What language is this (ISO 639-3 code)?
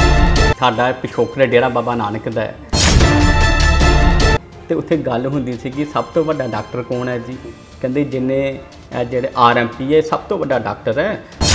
pan